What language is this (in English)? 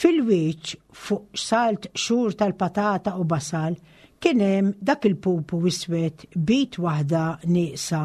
Maltese